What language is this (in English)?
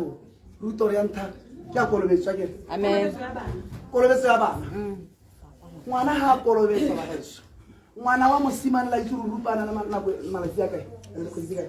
Tswana